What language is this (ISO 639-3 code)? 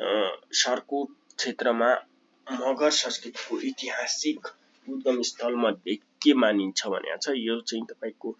nep